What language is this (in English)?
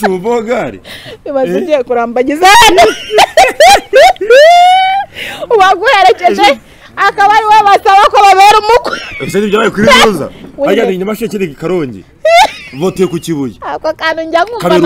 Kinyarwanda